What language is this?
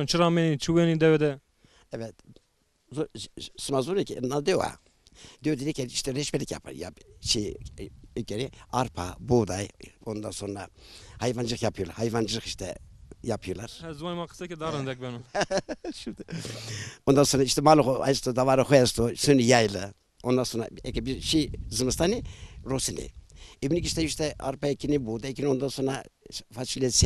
Zaza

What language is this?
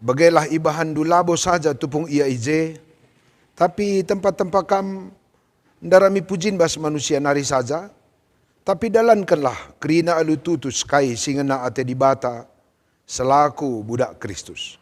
Batak Karo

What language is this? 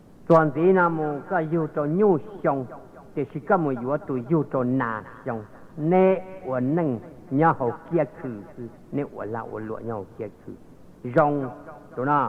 Hmong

